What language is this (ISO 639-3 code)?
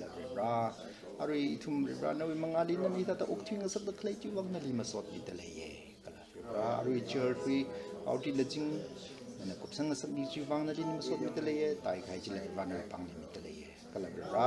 nmf